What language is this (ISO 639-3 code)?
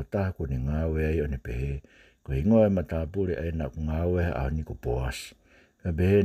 ton